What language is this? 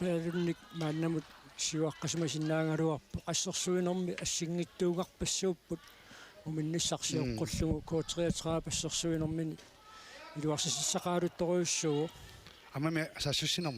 Kalaallisut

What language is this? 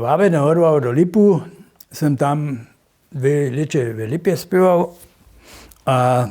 Upper Sorbian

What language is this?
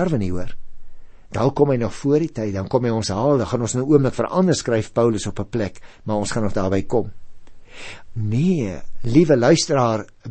Afrikaans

